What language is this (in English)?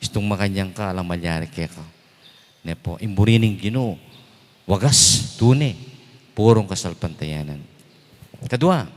Pampanga